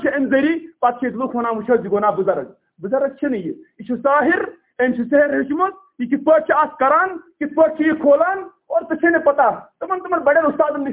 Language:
Kashmiri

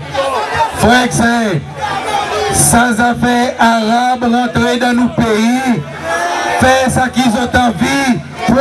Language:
Seselwa Creole French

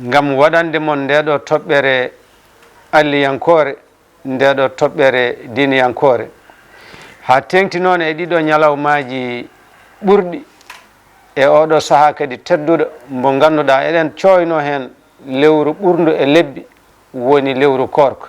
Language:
Fula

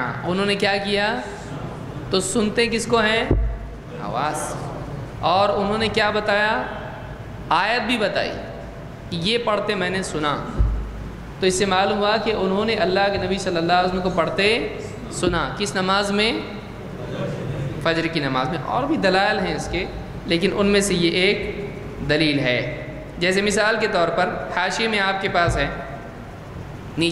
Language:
Urdu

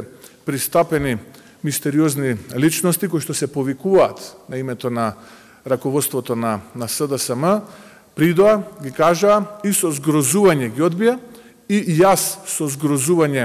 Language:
Macedonian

